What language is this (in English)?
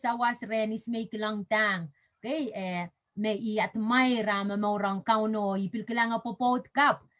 Pohnpeian